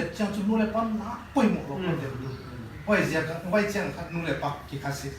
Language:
Paite Chin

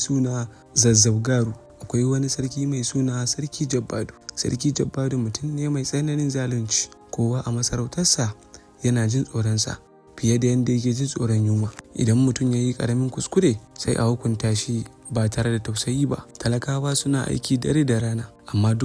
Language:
Hausa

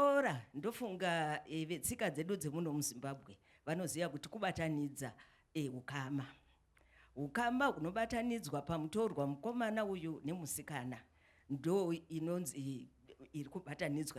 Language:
Shona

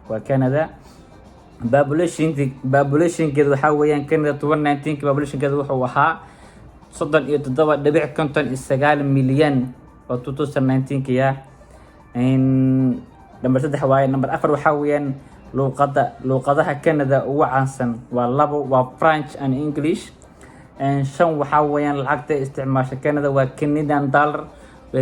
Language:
Somali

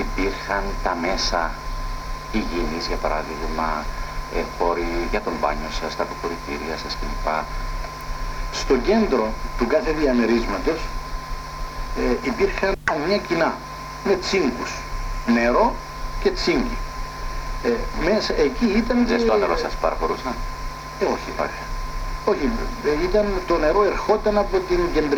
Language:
Greek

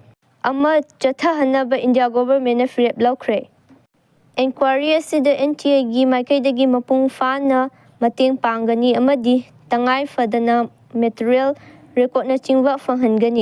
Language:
Manipuri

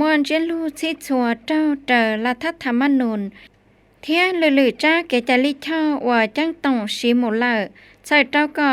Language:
Hmong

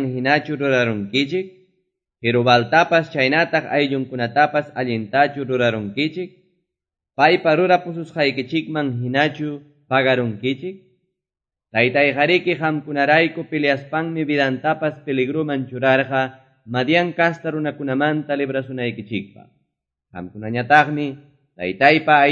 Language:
Quechua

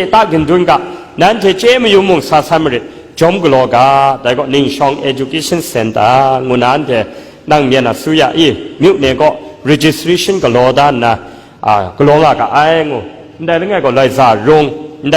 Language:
Kachin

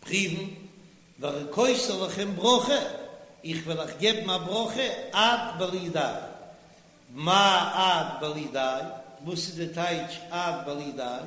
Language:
Yiddish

